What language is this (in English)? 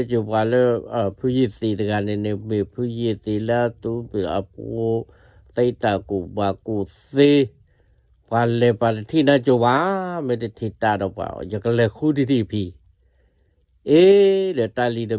S'gaw Karen